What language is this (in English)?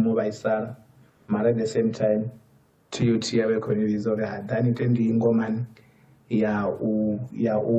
Venda